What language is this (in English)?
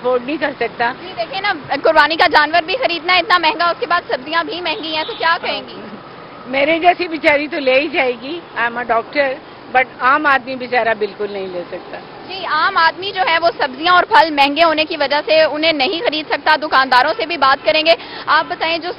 Urdu